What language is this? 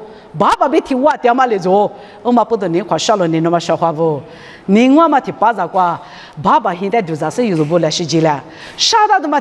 Lisu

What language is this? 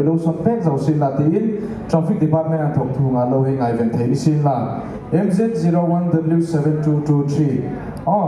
Hmar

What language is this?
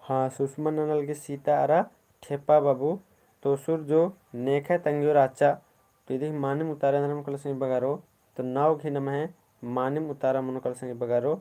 Kurukh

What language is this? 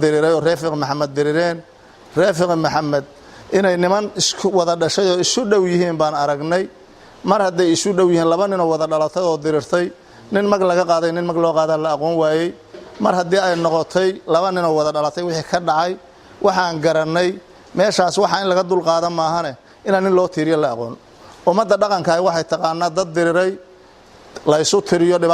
Somali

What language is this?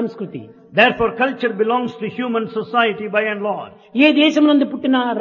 Telugu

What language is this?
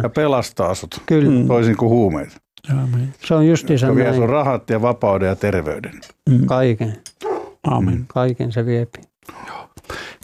Finnish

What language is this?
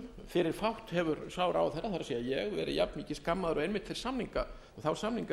Icelandic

